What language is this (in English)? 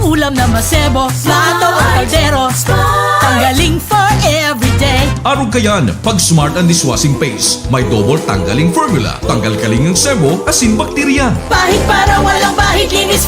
Bikol